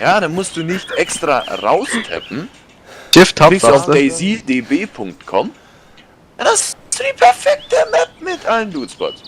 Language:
Bavarian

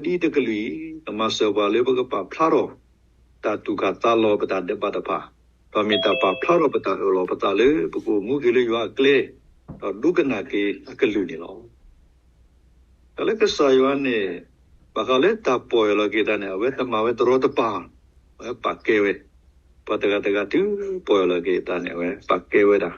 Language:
S'gaw Karen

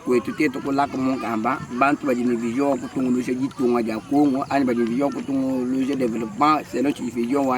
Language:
Luba-Lulua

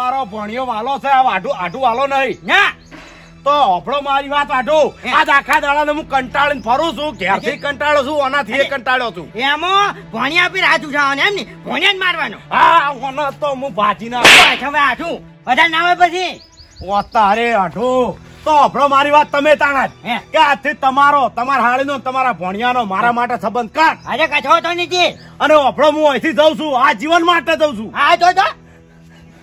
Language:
Gujarati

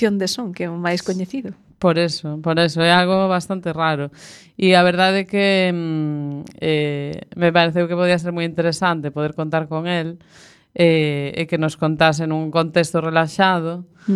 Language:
Galician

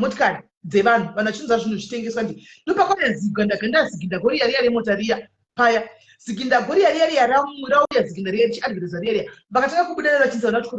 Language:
Shona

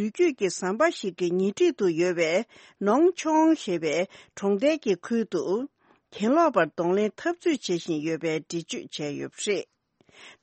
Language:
Tibetan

